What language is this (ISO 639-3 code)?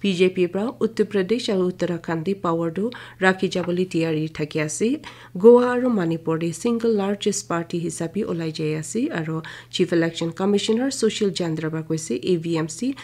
nag